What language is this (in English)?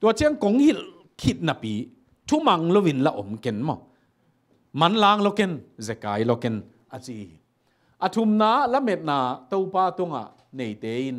Tedim Chin